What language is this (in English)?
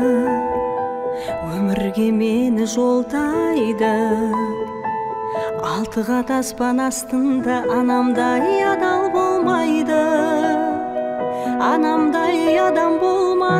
Kazakh